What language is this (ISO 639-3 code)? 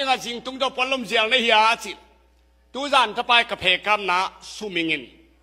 ctd